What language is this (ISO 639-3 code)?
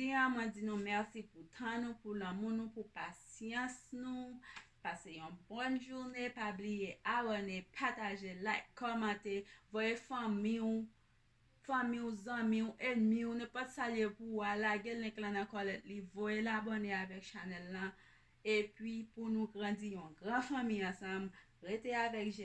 hat